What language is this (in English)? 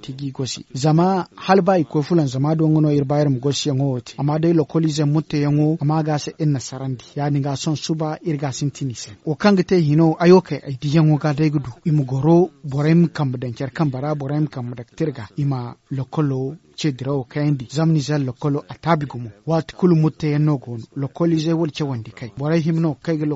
Zarma